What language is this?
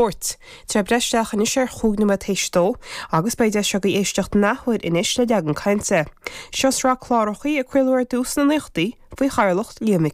Irish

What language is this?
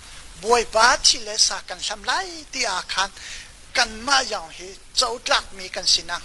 Hakha Chin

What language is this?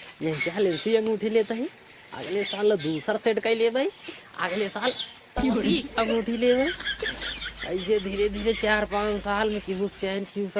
Awadhi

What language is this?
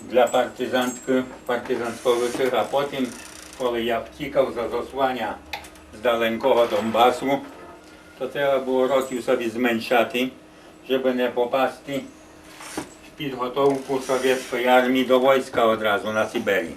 Rusyn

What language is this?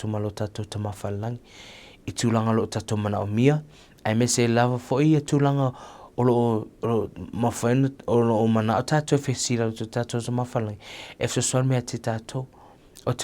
Samoan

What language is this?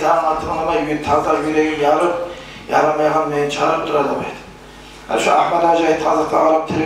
Kumyk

